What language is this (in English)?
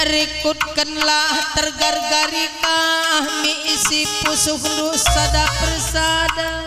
Batak Karo